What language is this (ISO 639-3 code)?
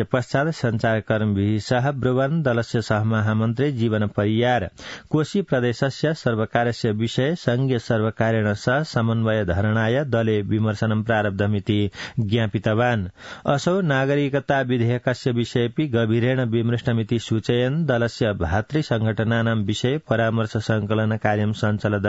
san